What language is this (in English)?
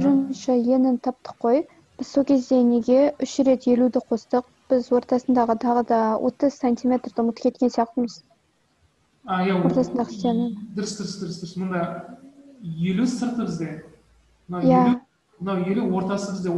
Kazakh